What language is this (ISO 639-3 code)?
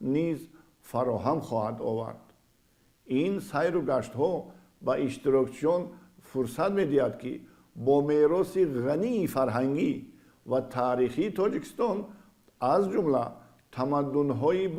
tgk